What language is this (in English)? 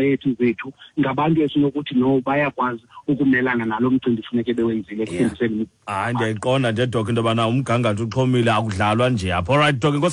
Xhosa